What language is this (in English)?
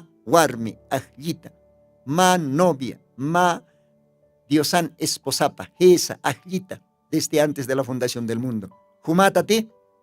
Aymara